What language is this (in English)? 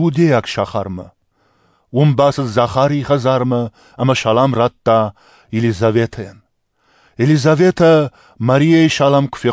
Ossetic